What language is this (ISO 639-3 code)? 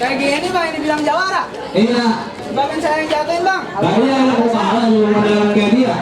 bew